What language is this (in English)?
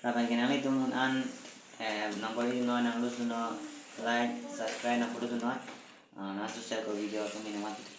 Karbi